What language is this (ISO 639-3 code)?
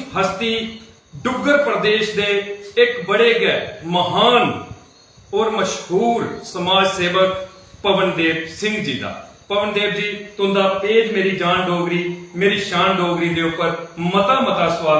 doi